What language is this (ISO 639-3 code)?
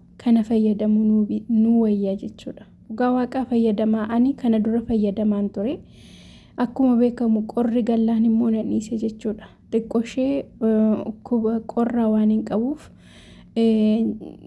orm